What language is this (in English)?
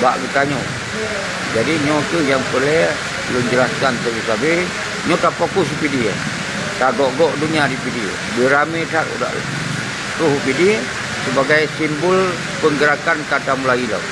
Achinese